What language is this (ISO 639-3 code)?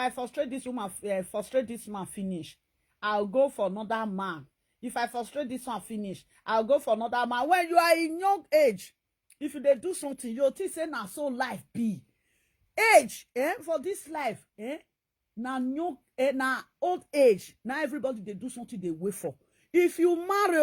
pcm